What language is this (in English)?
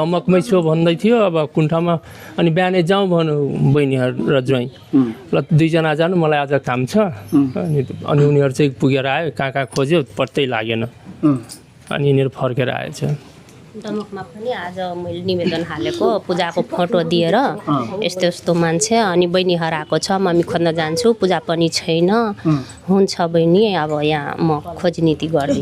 Nepali